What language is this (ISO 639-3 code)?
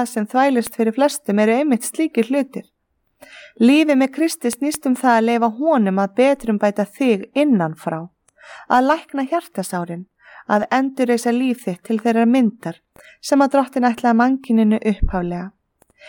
isl